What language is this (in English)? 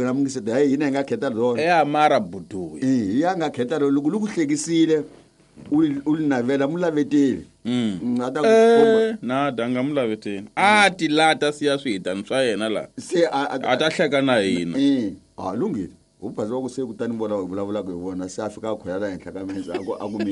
Tsonga